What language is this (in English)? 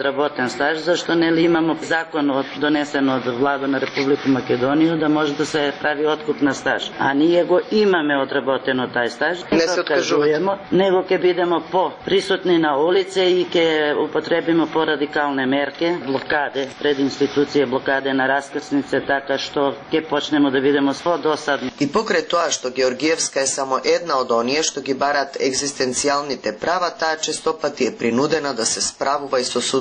Macedonian